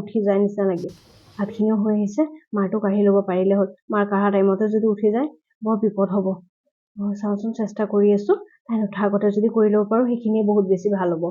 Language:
Assamese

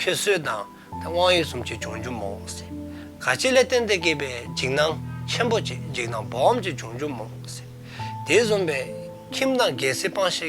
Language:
Dzongkha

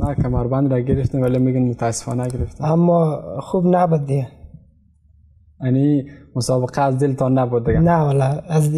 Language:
Persian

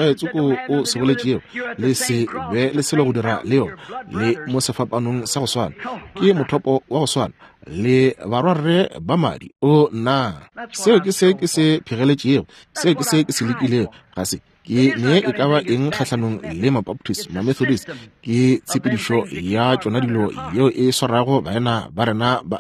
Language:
Northern Sotho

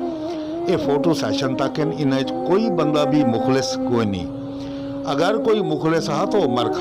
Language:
Saraiki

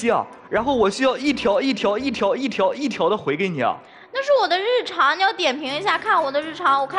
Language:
Chinese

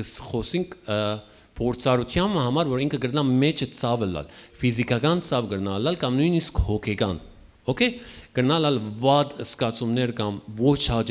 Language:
Western Armenian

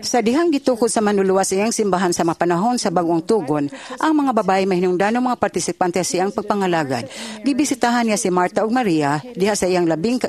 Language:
Cebuano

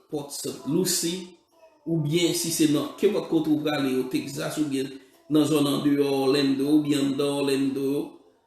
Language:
Haitian Creole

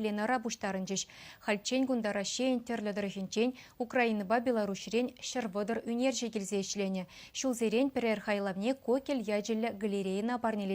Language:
Chuvash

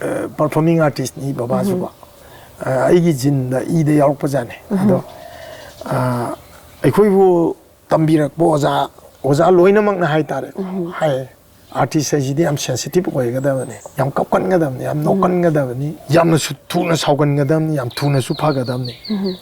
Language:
Manipuri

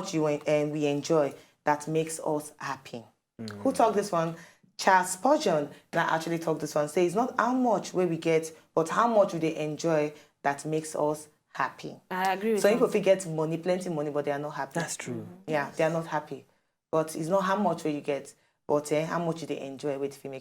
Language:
Nigerian Pidgin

